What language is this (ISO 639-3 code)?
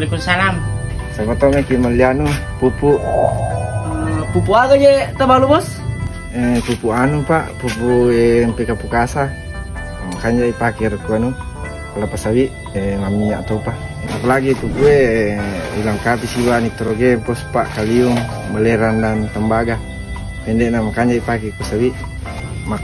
bug